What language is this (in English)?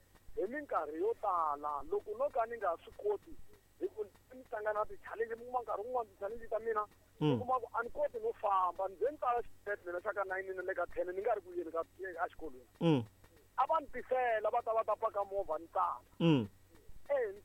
Tsonga